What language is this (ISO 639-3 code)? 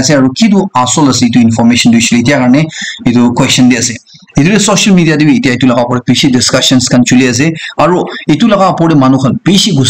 nag